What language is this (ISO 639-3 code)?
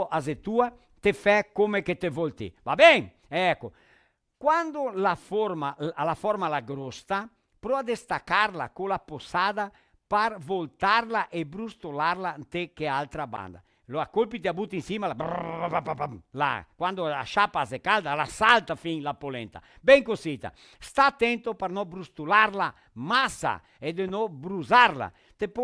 vec